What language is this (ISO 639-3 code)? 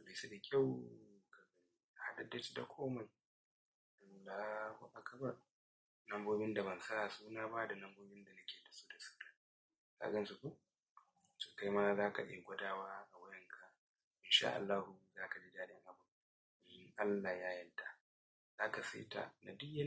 hau